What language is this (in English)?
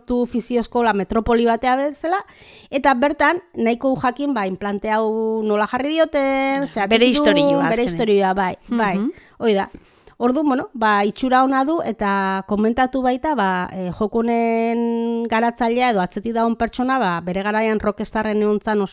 Basque